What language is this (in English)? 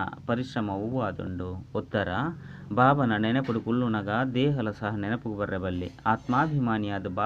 Tulu